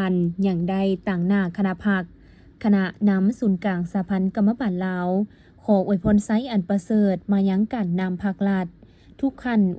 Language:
Lao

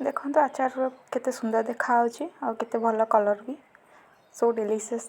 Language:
Odia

